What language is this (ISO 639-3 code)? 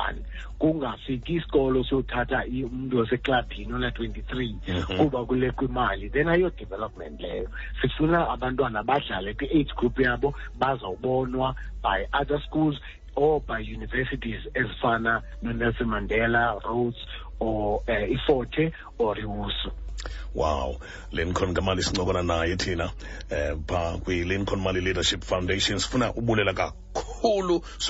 xho